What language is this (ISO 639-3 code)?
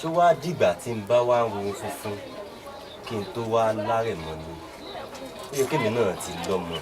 yor